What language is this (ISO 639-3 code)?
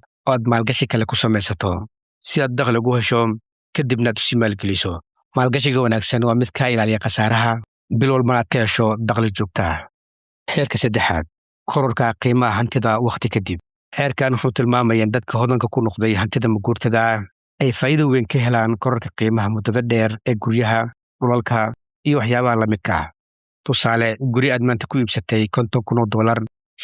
som